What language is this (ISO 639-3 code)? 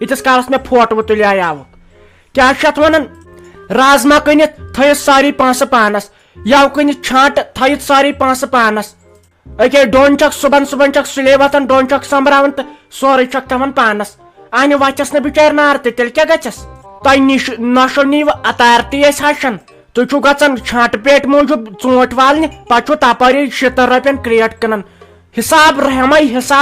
kas